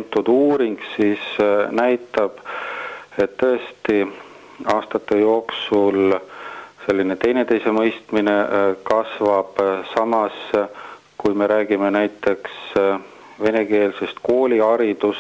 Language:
Estonian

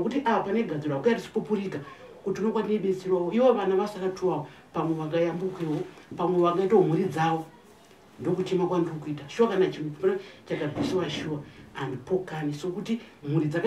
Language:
Shona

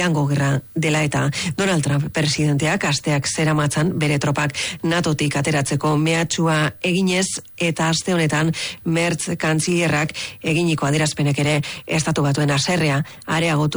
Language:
Basque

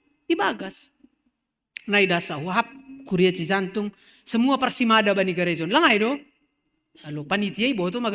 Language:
Batak Simalungun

